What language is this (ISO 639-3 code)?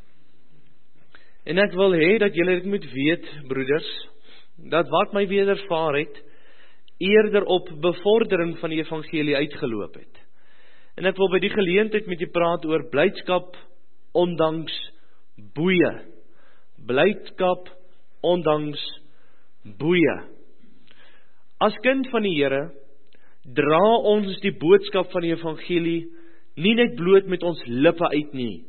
afr